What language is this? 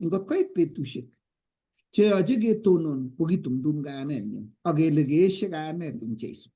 Kalenjin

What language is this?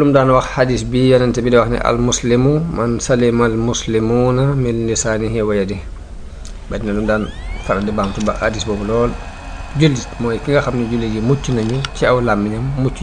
Wolof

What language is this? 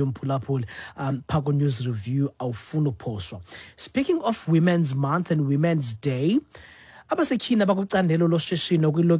Xhosa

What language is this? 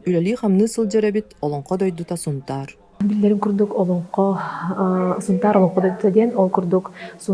Yakut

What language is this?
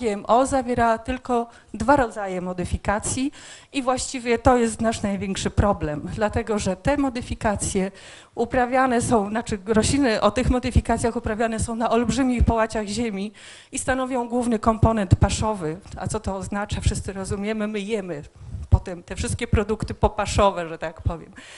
Polish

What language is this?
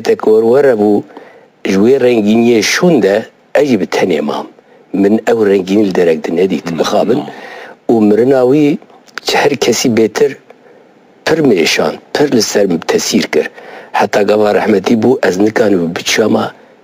Kurdish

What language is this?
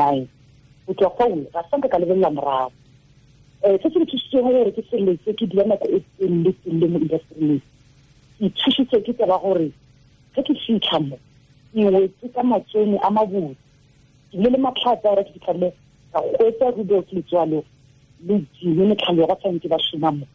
Tswana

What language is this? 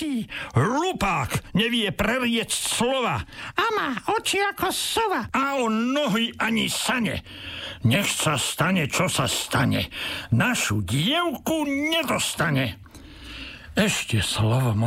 Slovak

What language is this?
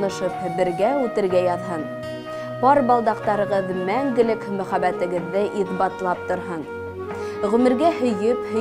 Bashkir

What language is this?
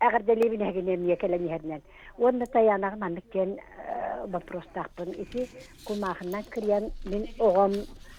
Yakut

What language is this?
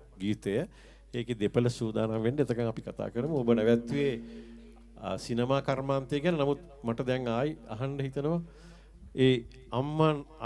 Sinhala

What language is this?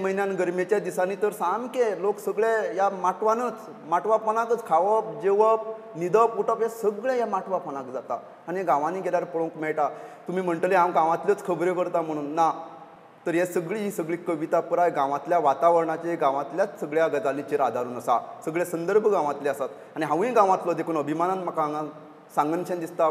Konkani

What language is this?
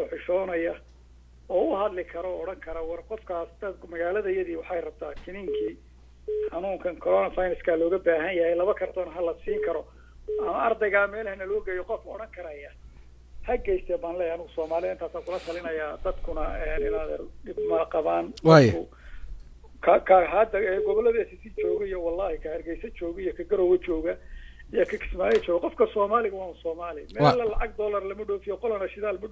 Somali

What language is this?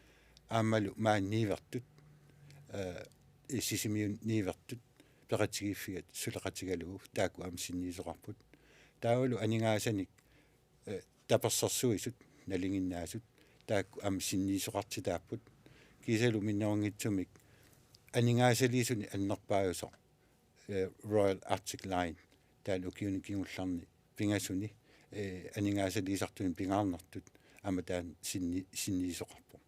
Kalaallisut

